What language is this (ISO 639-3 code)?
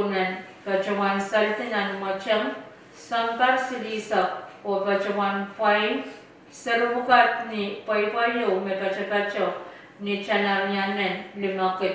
pon